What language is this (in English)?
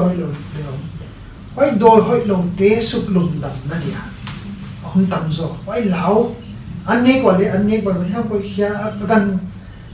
Paite Chin